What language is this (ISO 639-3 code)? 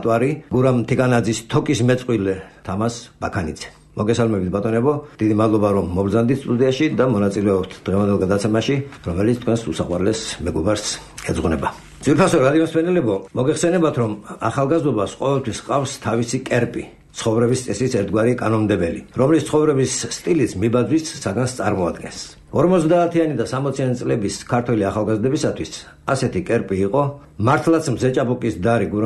kat